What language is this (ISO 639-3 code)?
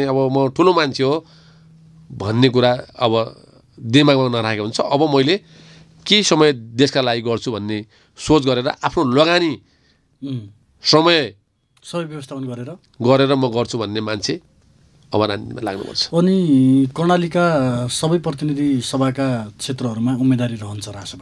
nep